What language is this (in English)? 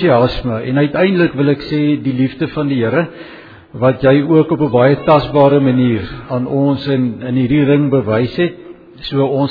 Afrikaans